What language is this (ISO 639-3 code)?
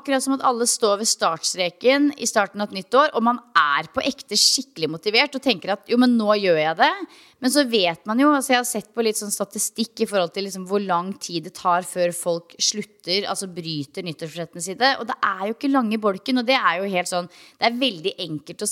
nor